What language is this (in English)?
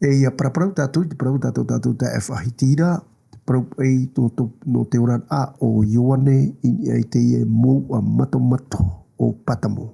Tahitian